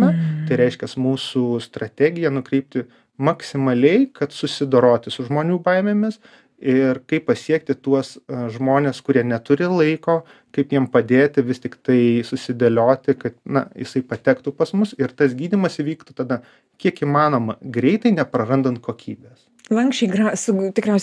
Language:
Lithuanian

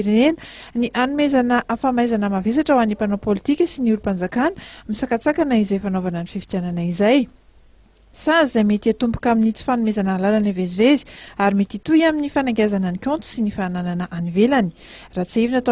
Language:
Malagasy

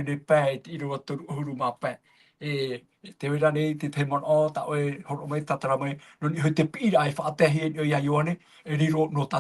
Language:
Tahitian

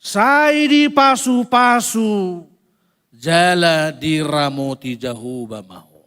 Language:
Batak Toba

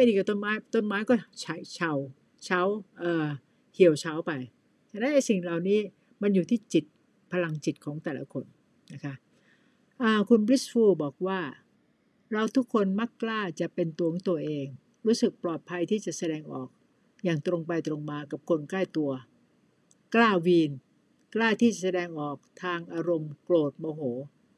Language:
Thai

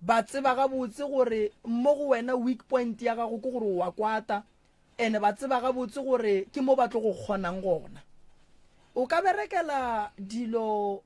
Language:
Northern Sotho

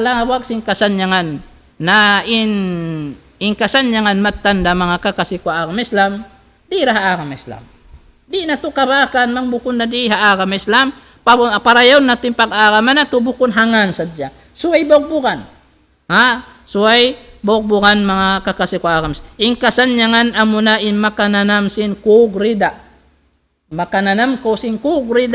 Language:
Tausug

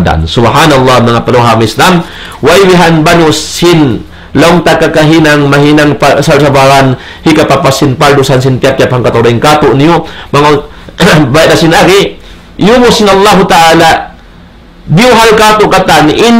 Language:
Tausug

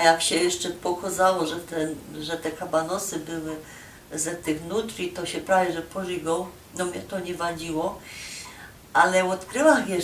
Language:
Silesian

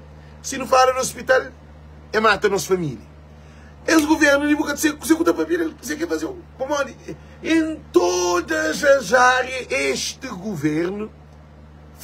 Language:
Kabuverdianu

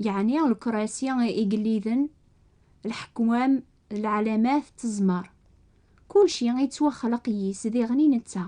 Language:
Kabyle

